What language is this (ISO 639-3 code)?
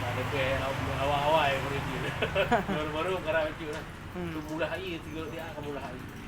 ace